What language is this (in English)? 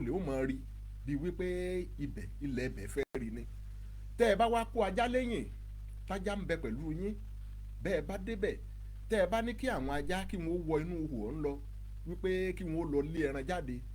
Yoruba